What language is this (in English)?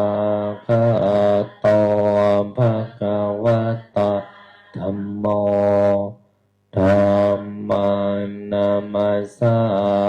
Pali